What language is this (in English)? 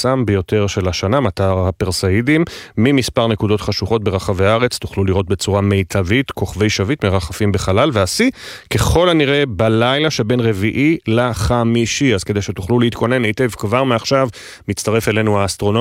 Hebrew